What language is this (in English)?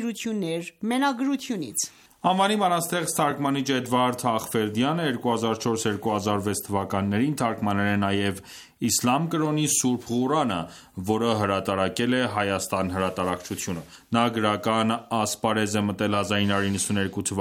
Armenian